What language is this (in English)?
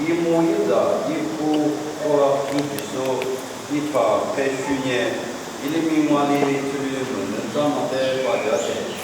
Lisu